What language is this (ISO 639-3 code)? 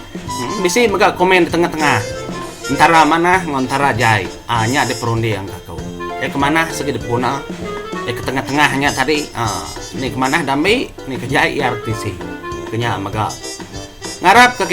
iba